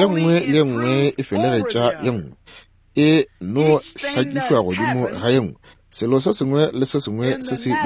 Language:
Northern Sotho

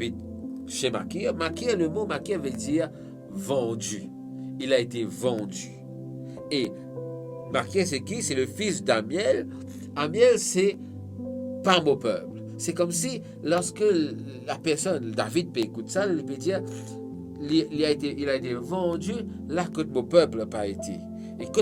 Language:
Morisyen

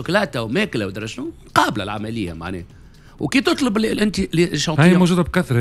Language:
Tunisian Arabic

